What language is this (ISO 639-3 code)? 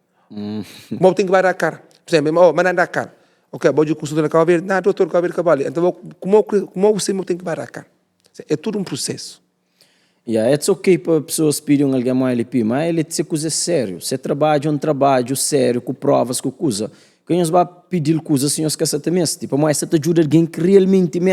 kea